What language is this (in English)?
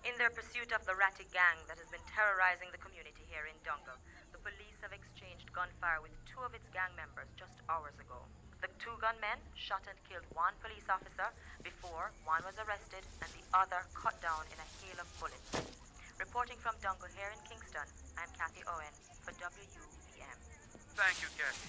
Jamaican Creole English